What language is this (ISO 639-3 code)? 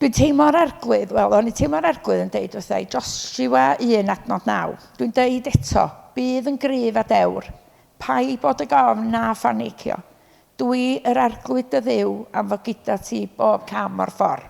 cym